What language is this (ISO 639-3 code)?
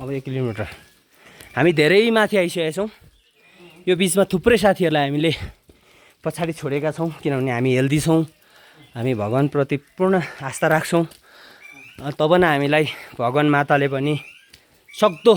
nep